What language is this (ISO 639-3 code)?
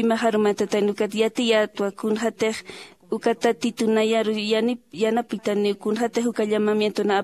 aym